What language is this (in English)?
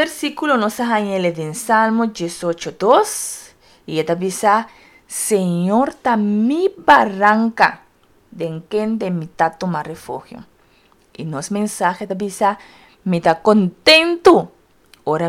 Papiamento